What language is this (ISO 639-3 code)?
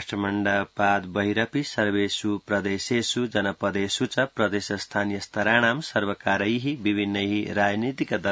san